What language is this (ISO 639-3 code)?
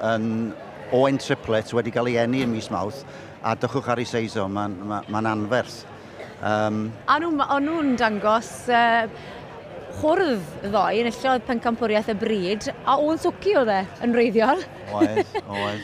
cym